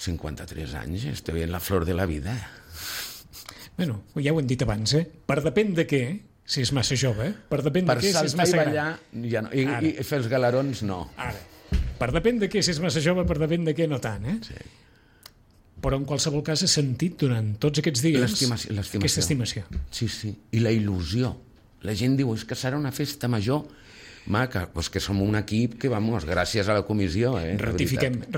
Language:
Catalan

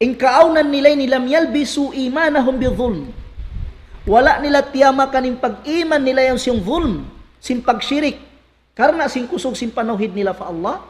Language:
Tausug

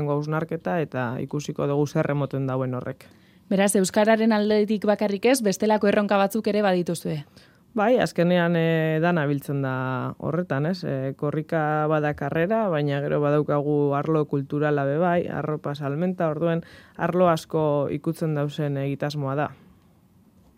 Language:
Basque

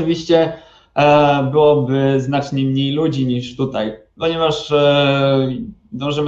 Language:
Polish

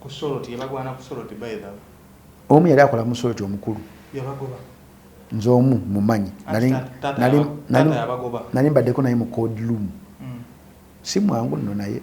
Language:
Ganda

